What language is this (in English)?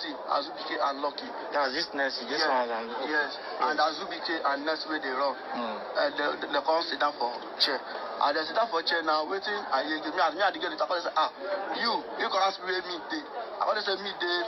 Nigerian Pidgin